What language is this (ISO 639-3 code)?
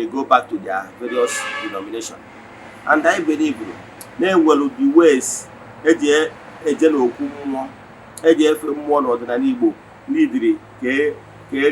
ibo